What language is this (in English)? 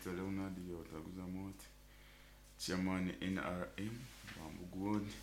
Nyoro